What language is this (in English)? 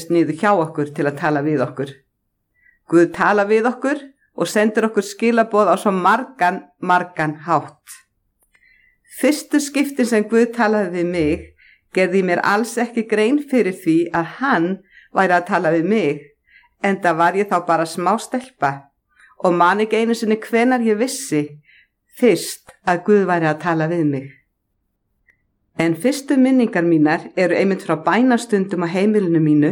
Icelandic